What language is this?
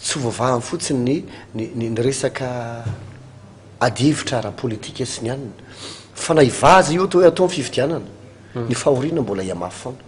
Malagasy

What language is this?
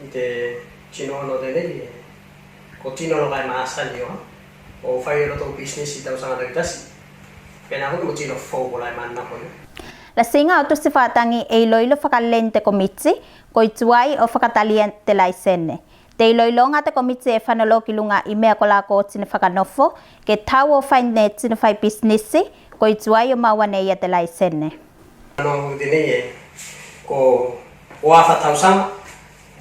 Tuvalu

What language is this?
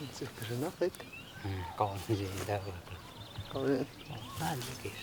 Totontepec Mixe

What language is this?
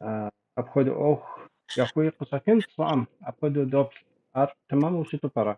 Kabardian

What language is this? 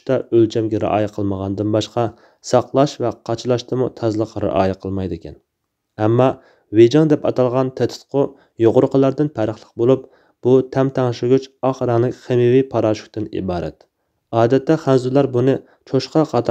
Uyghur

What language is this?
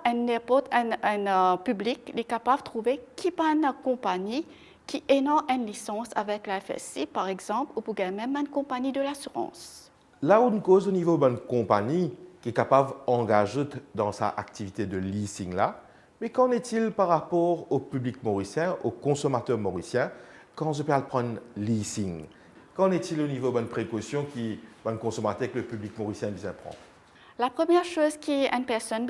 Morisyen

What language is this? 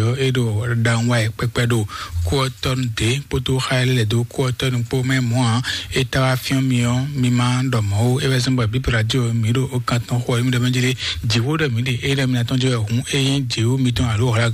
Fon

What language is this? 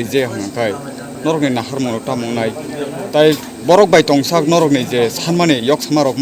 Kok Borok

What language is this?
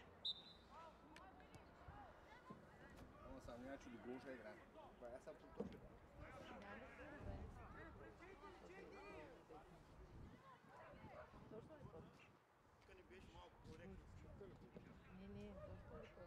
Bulgarian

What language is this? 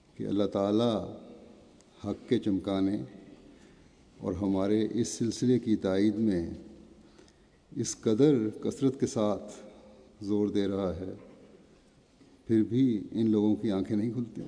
Urdu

